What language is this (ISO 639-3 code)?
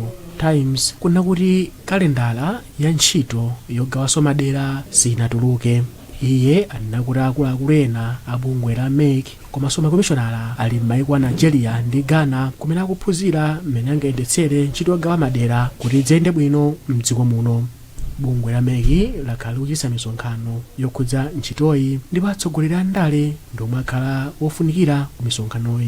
nya